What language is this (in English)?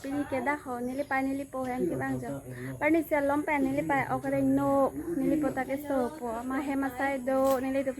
Karbi